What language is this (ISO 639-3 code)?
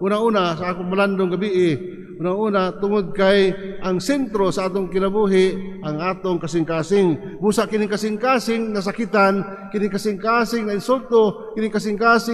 ceb